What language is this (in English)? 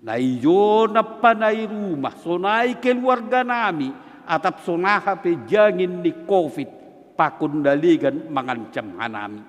Batak Simalungun